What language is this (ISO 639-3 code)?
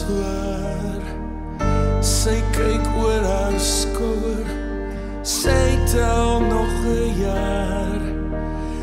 afr